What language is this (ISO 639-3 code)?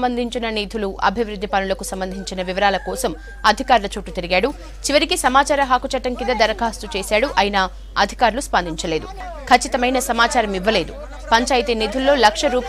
tel